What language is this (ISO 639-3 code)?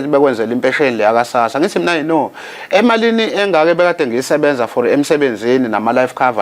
zul